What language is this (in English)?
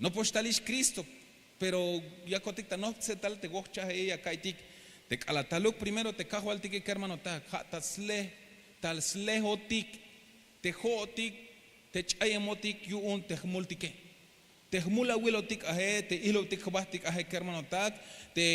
Tzeltal